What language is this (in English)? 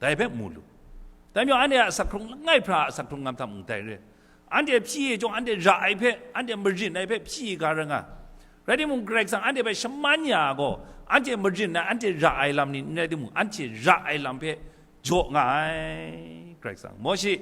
Kachin